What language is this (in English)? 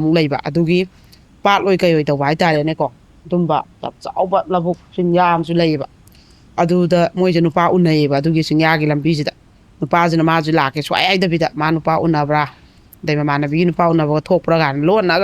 Manipuri